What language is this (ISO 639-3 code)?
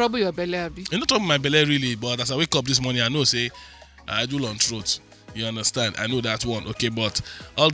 pcm